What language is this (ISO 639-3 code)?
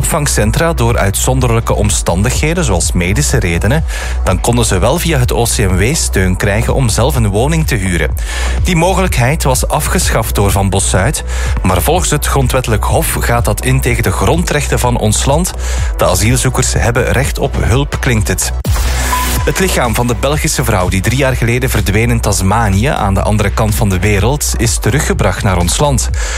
nld